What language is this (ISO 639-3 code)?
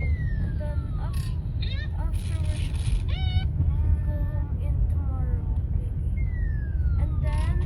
bik